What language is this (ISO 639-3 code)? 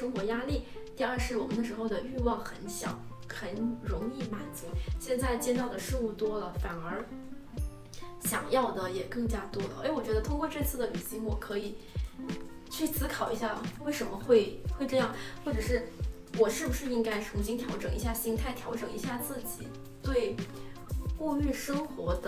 zho